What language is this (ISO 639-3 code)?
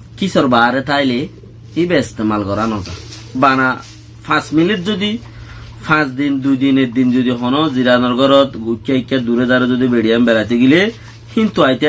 rhg